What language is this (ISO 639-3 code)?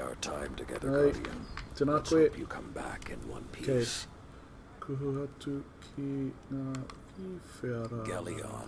mri